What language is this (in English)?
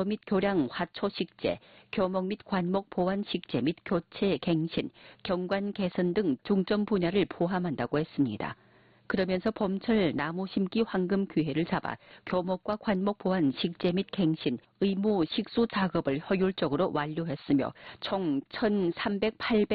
Korean